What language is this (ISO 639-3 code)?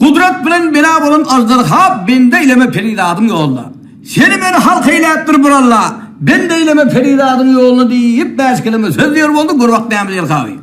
tuk